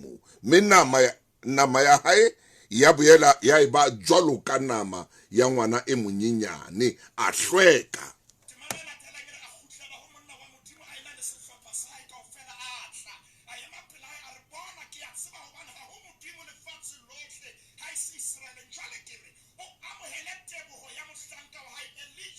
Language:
Southern Sotho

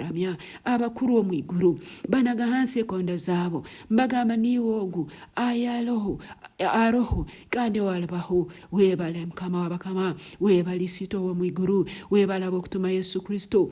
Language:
Nyankole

